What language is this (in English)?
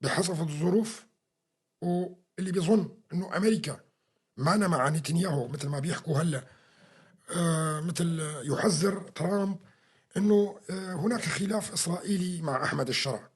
North Levantine Arabic